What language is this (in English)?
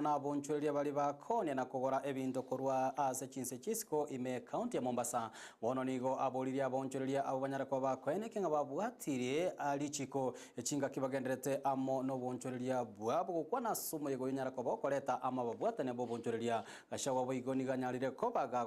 Gusii